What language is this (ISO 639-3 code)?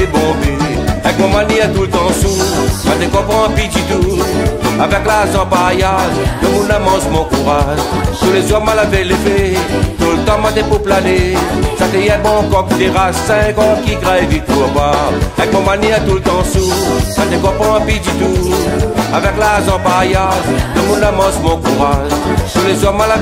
rcf